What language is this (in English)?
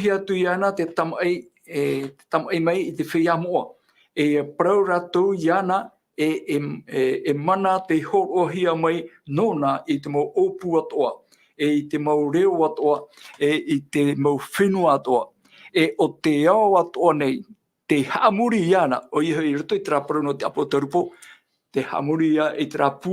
Tahitian